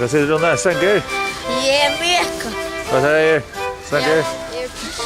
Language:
Faroese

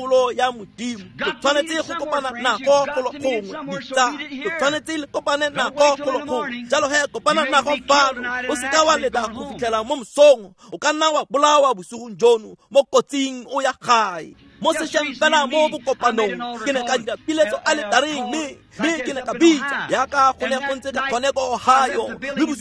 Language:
Tswana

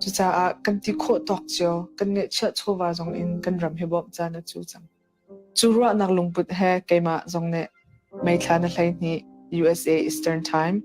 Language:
Hakha Chin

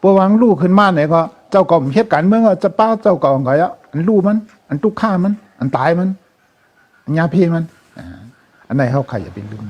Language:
Shan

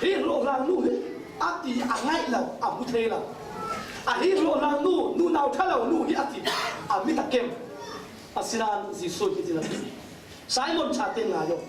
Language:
Falam Chin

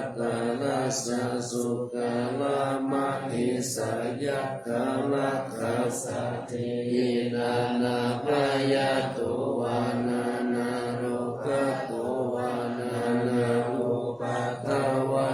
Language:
Pali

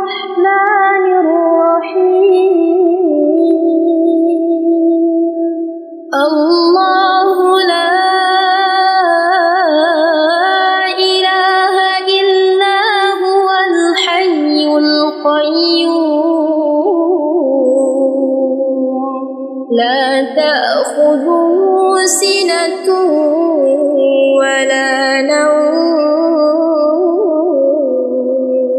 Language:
Arabic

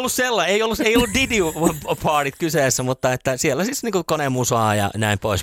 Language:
Finnish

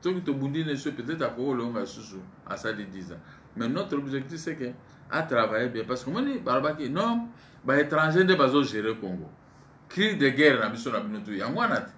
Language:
Lingala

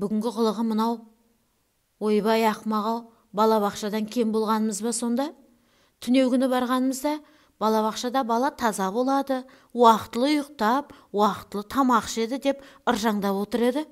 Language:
Kazakh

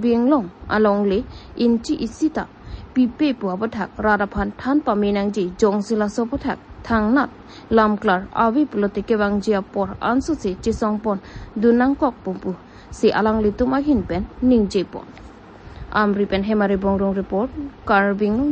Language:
Karbi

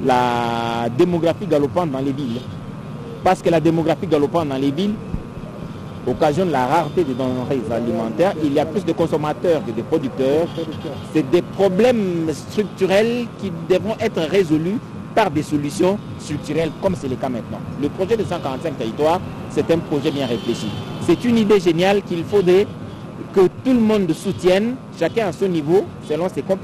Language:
French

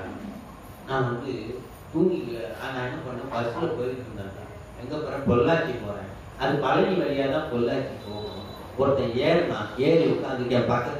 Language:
Tamil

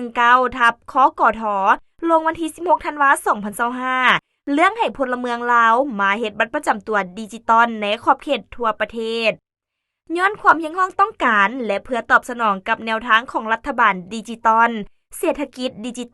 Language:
Lao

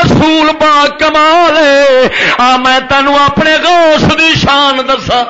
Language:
Western Panjabi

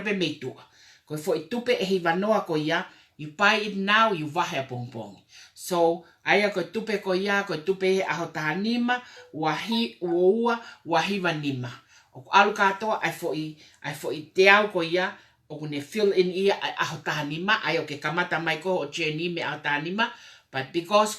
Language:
Tongan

